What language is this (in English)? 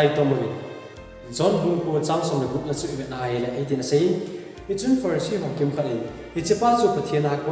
Thado Chin